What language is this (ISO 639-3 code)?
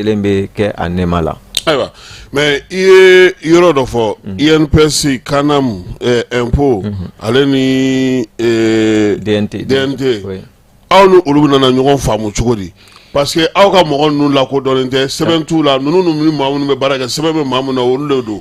bam